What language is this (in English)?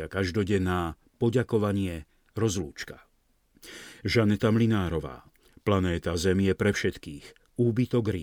Slovak